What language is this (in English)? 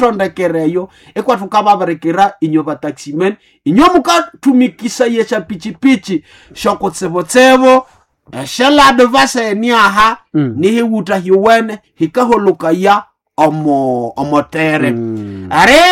Nande